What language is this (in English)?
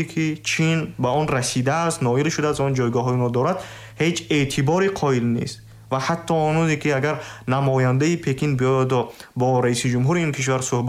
Tajik